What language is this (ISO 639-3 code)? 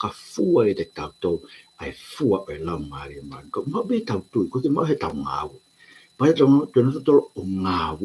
ton